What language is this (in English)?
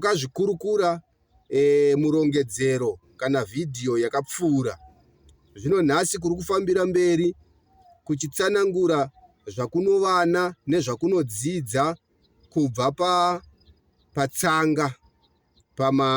Shona